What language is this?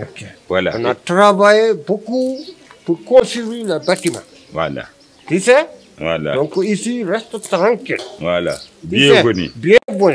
Fula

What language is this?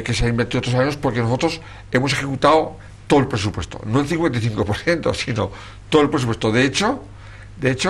Spanish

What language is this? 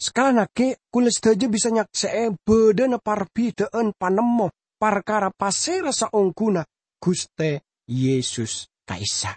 Madurese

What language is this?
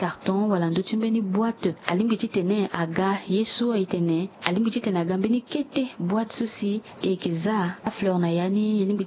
Sango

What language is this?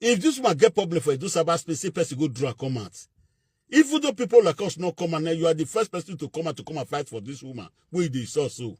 Nigerian Pidgin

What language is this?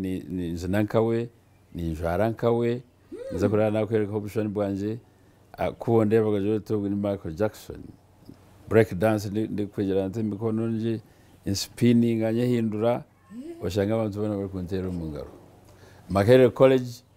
Nyankole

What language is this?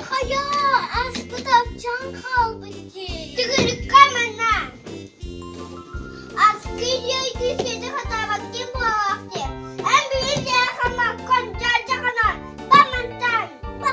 Yakut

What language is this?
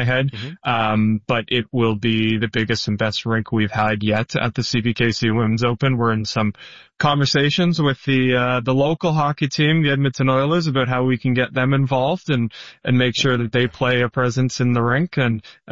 English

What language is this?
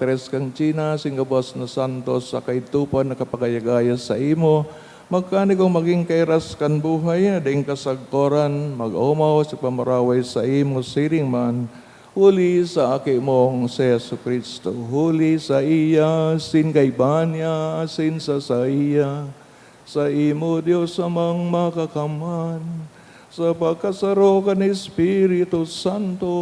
Bikol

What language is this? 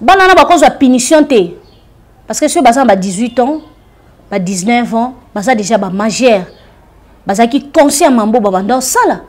Lingala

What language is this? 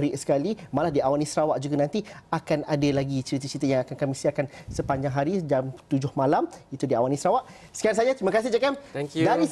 Malay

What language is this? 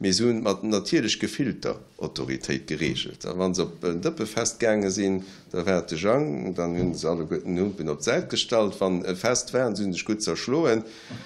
Luxembourgish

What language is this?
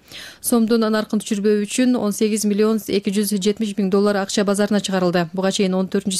Kyrgyz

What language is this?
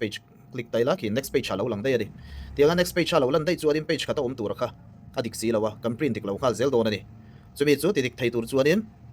Mizo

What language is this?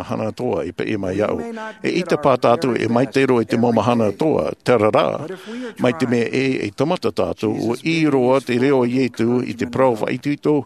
Tahitian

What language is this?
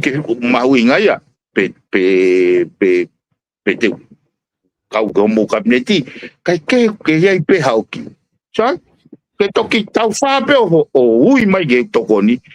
Tongan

